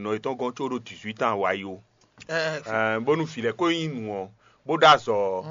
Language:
Fon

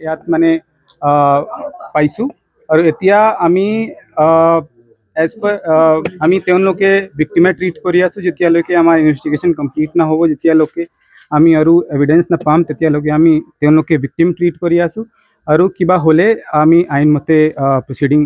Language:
Assamese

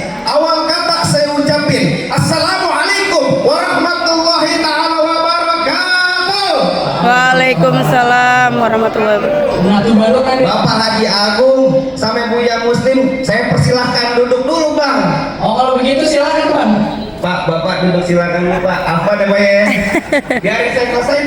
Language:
Betawi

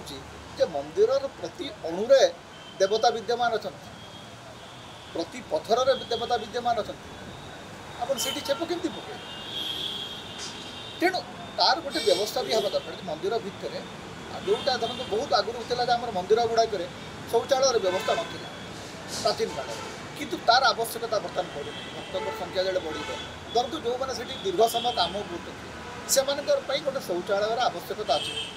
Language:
Odia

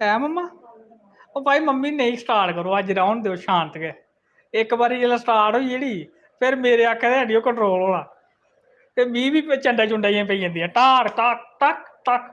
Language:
Dogri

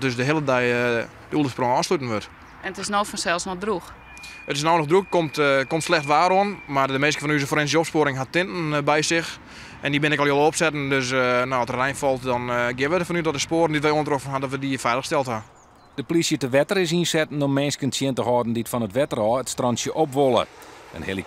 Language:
Western Frisian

